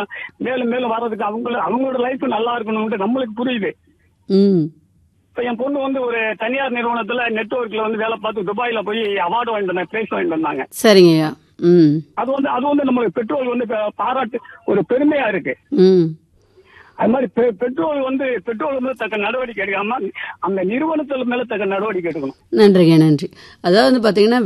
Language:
Tamil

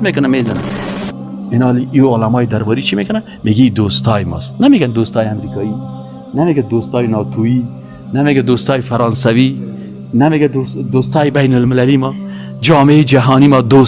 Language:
Persian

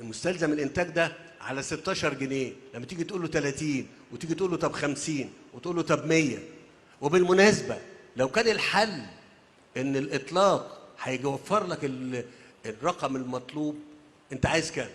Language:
Egyptian Arabic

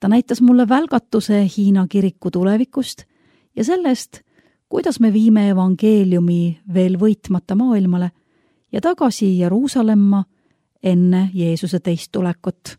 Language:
Estonian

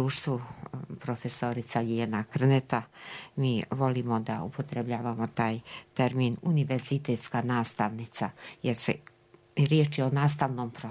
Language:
Bosnian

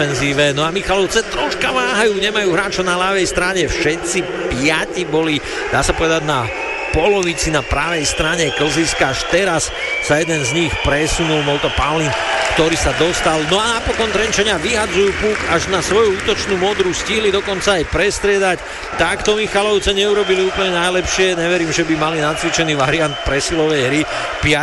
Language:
Slovak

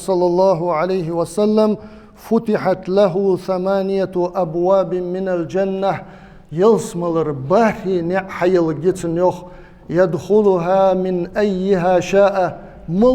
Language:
Ingush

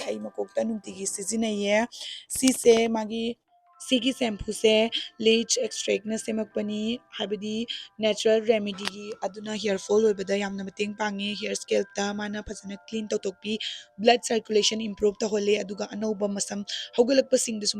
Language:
Manipuri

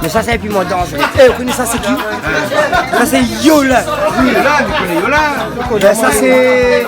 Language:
Réunion Creole French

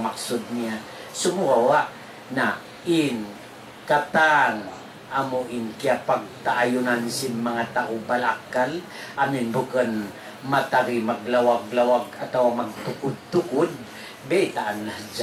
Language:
Tausug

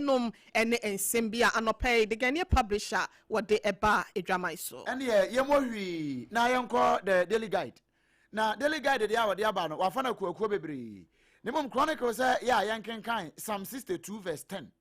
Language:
Akan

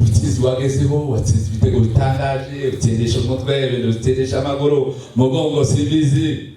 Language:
Kinyarwanda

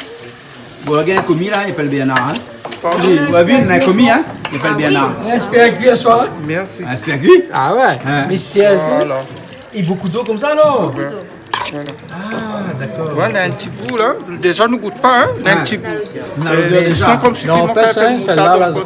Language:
Réunion Creole French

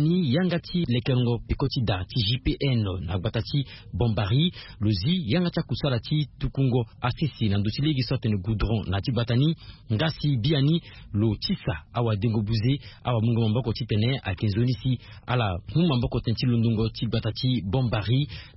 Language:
Sango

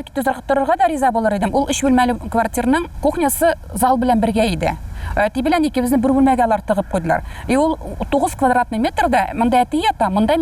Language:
Tatar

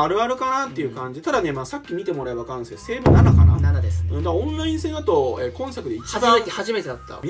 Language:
Japanese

